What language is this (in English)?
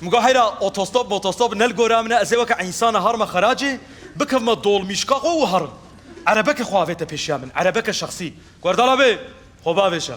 Kurdish